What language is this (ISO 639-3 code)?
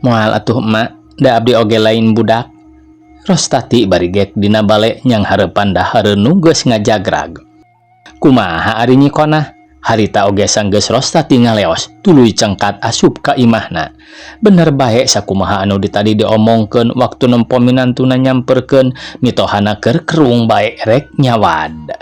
sun